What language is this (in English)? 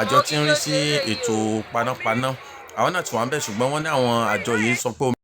Yoruba